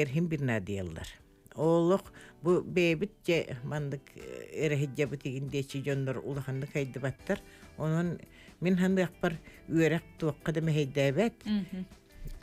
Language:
Yakut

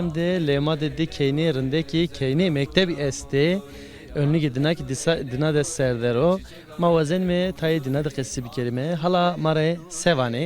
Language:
Zaza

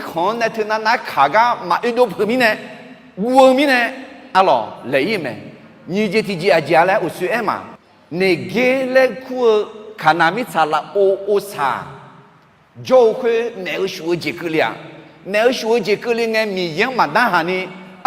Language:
Akha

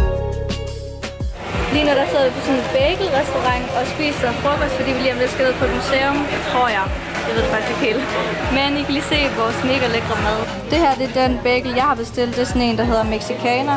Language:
Danish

